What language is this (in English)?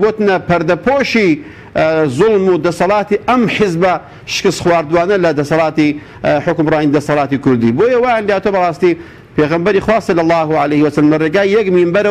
Central Kurdish